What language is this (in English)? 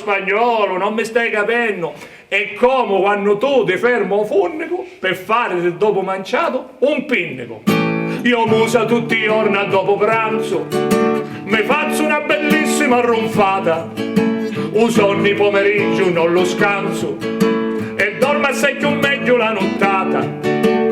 Sicilian